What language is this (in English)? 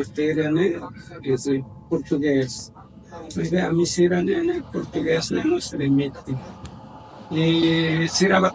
Tetum